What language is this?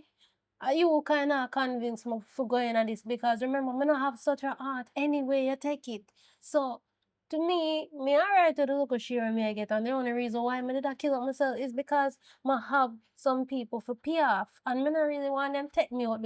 Jamaican Creole English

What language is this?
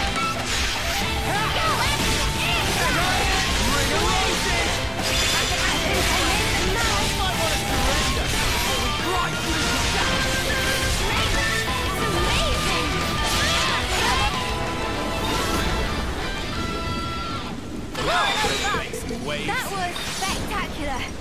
English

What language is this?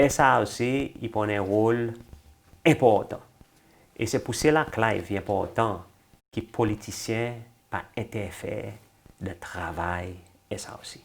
Seselwa Creole French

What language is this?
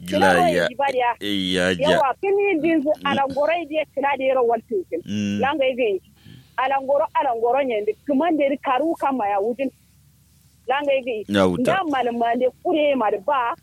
Kanuri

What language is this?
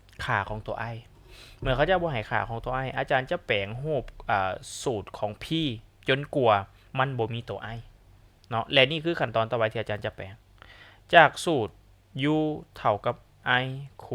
Lao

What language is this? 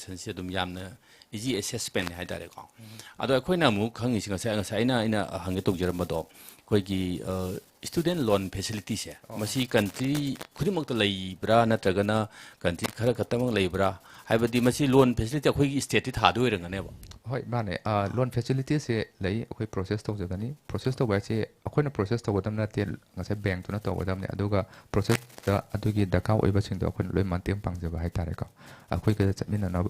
Manipuri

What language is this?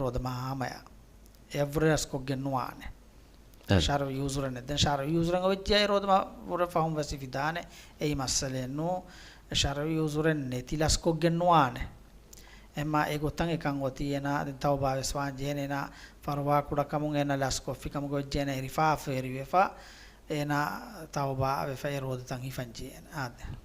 Divehi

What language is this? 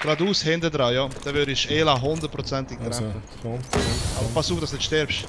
Swiss German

